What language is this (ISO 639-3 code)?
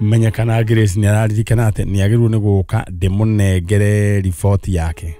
kik